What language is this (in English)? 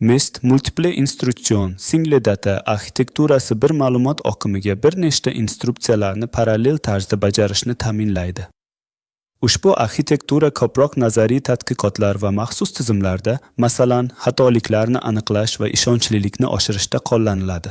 Uzbek